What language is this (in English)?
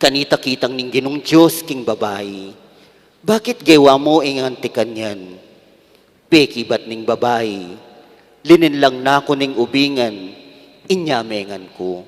Pampanga